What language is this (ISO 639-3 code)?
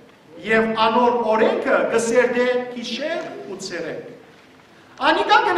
hyw